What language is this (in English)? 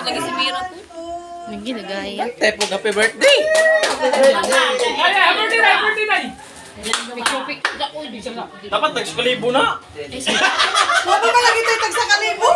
Cebuano